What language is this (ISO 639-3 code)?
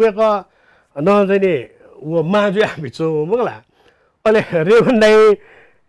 new